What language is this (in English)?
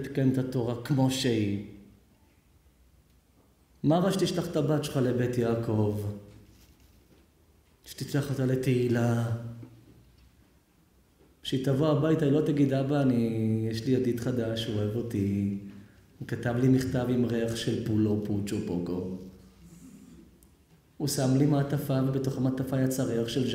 Hebrew